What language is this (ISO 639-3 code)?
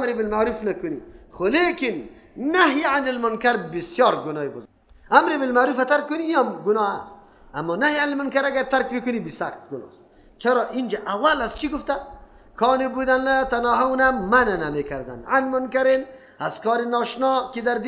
fas